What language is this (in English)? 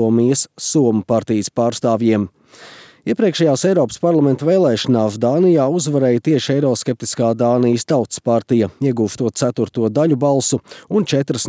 Latvian